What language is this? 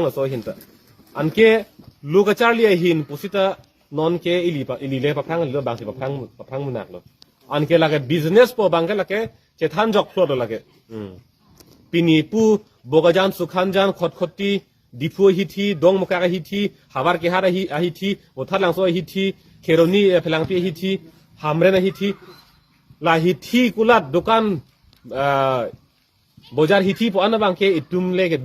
Karbi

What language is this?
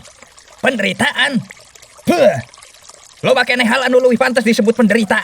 Sundanese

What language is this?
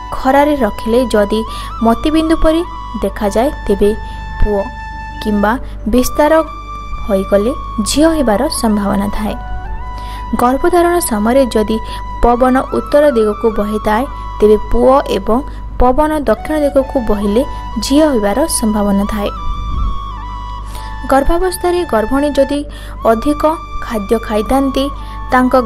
Odia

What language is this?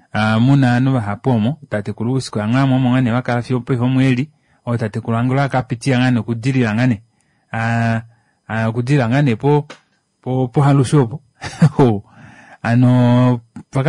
Kuanyama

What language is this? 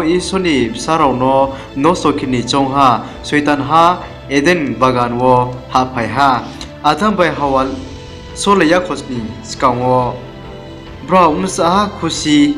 Riang (India)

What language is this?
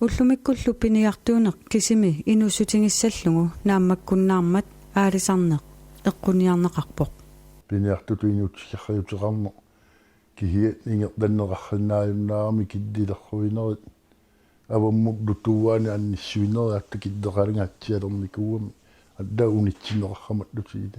Kalaallisut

